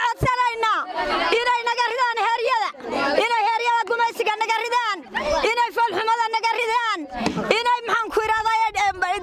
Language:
Somali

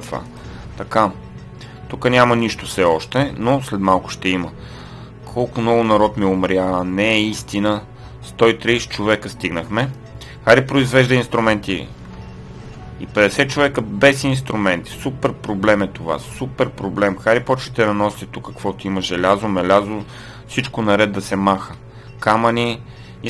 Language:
Bulgarian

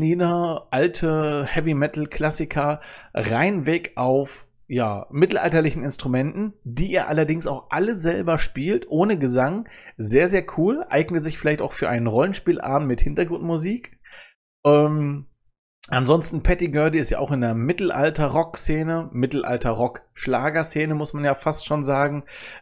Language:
German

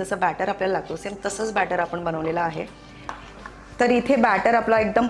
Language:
Marathi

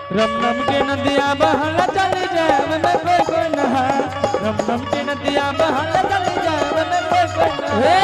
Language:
Angika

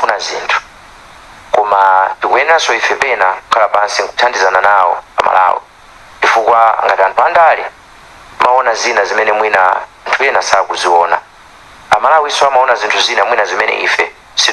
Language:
Nyanja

